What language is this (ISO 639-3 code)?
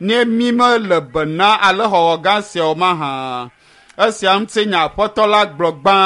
ewe